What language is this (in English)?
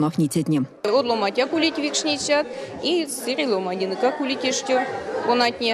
Erzya